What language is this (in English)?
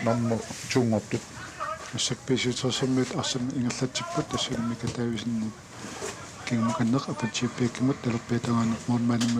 Kalaallisut